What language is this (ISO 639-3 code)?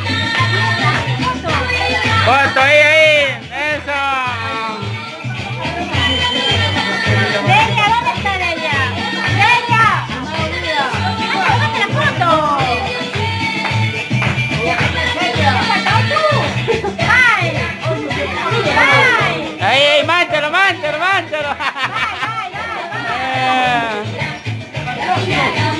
spa